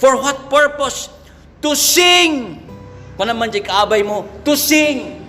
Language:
Iloko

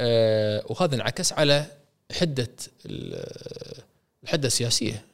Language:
Gulf Arabic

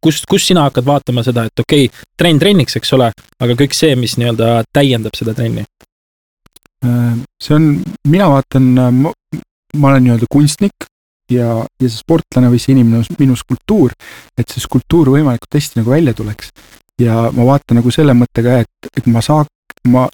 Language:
Estonian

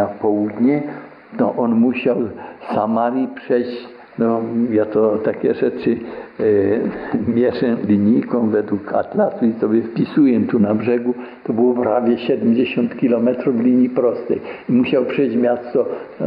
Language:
Polish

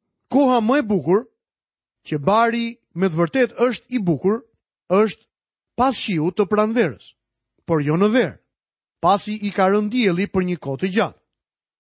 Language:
Albanian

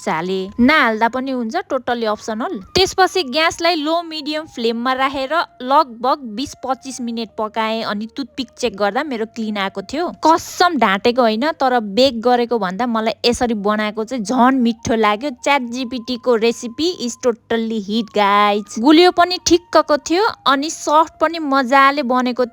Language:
Nepali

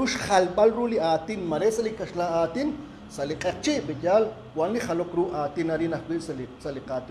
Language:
Kekchí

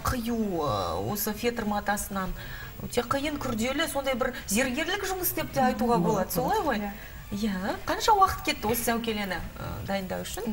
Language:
Kazakh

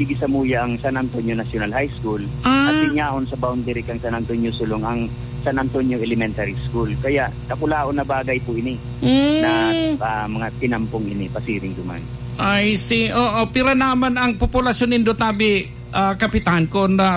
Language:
Bikol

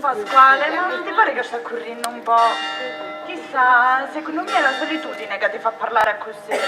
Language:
Sicilian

